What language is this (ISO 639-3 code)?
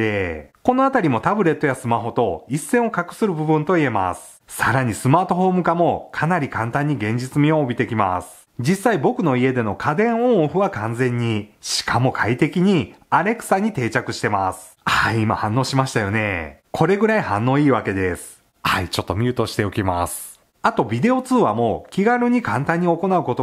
jpn